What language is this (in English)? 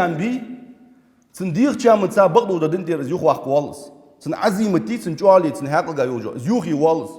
Ingush